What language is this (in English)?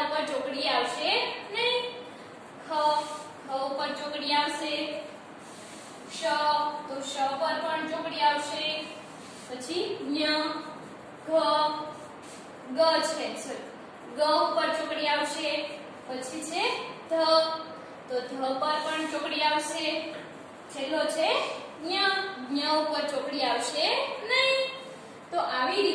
Gujarati